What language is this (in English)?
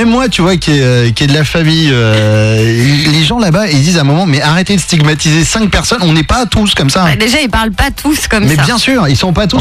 French